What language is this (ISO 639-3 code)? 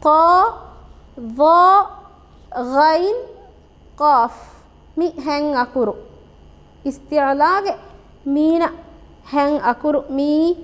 div